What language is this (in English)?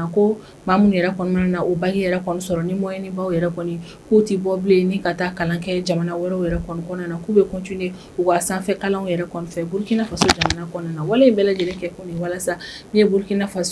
Bambara